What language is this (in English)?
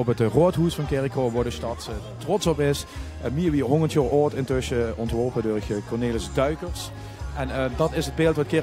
Limburgish